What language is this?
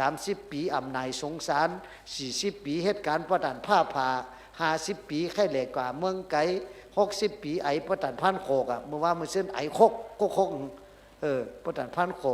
Shan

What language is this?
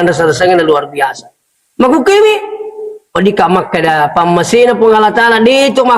Buginese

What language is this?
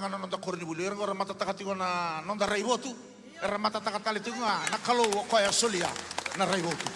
Fijian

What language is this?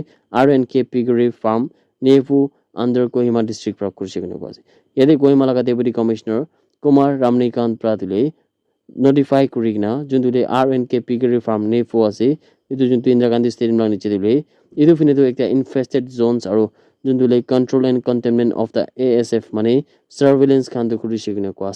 Naga Pidgin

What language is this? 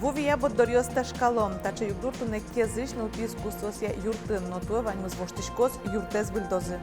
Udmurt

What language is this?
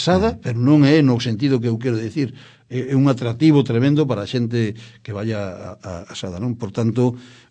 Galician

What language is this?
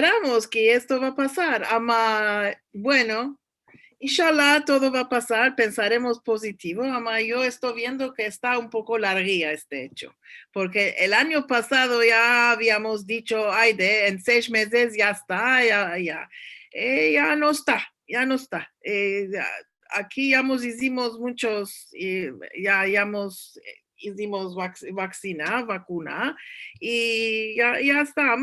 Ladino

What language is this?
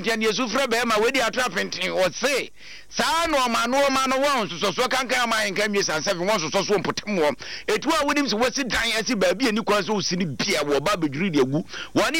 Akan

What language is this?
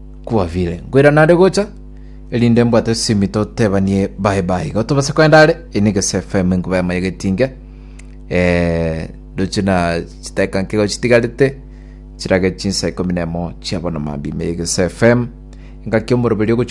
Gusii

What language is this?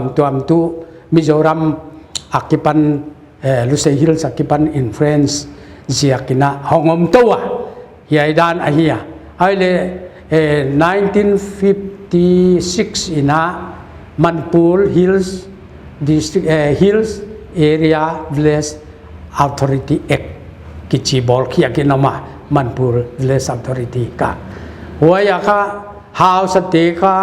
Paite Chin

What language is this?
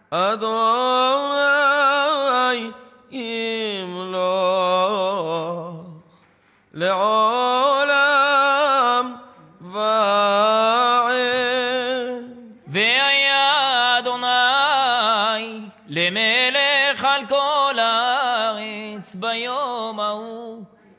Hebrew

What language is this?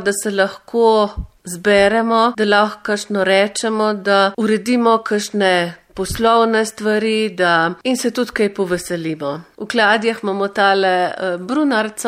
Slovenian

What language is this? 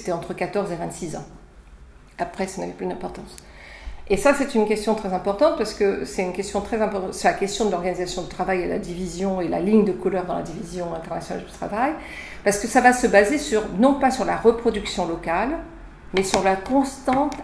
French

